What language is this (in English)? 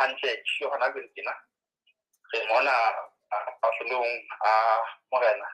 Southern Sotho